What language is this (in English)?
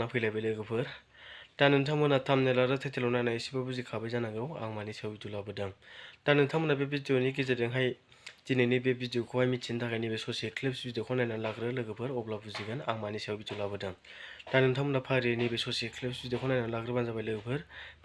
Bodo